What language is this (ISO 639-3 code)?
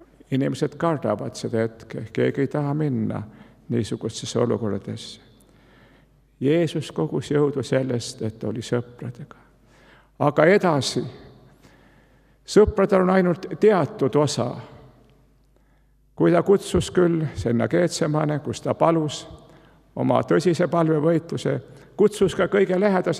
est